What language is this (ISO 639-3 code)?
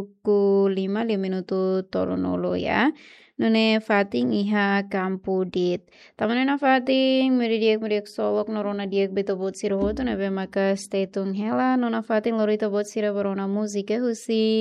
tet